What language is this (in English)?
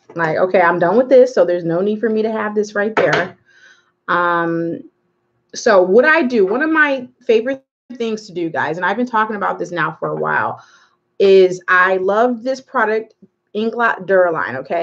English